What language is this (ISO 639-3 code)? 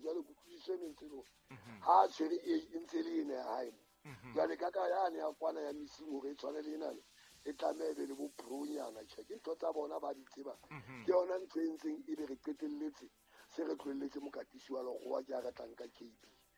sot